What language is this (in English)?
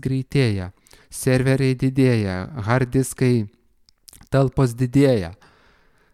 Lithuanian